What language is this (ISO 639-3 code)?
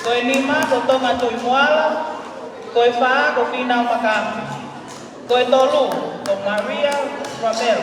ton